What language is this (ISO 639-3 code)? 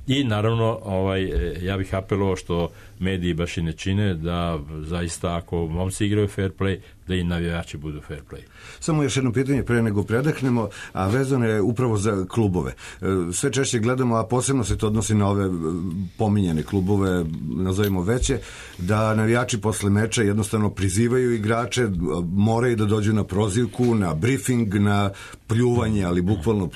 srp